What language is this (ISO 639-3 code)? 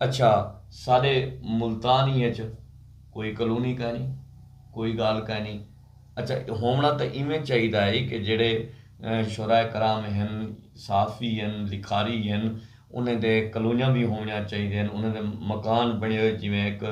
skr